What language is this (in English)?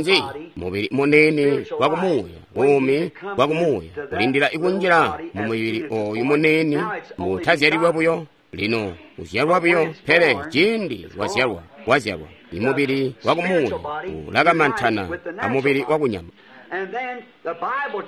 Tonga (Zambia)